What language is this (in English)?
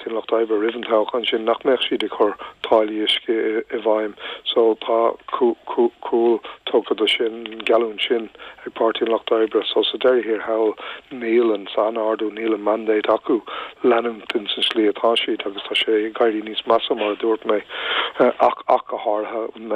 Irish